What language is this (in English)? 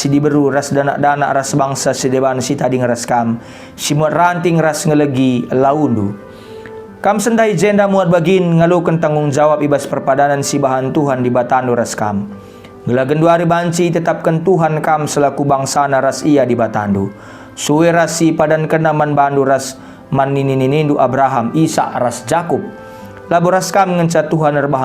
Batak Karo